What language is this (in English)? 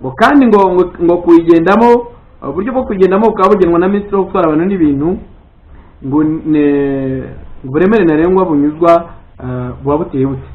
Kinyarwanda